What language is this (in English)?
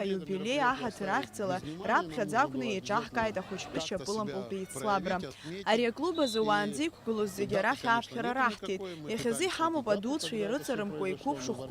Abkhazian